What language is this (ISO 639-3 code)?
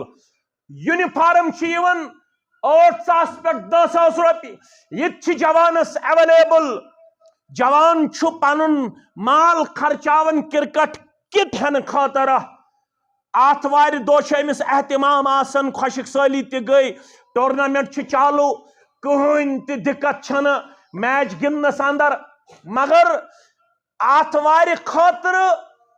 kas